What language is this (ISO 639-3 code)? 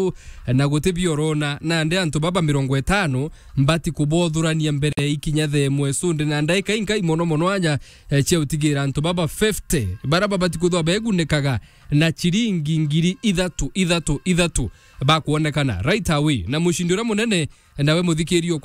mer